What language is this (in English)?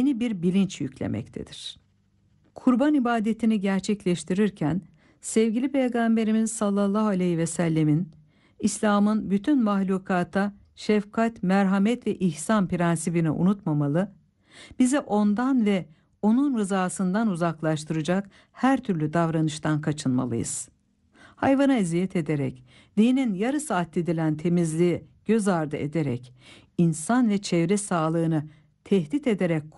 Turkish